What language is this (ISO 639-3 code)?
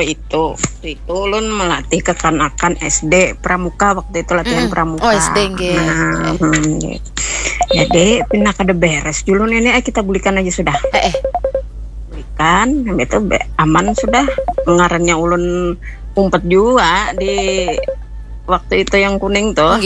bjn